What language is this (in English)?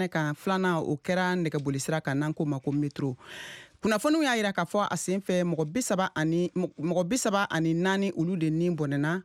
Bambara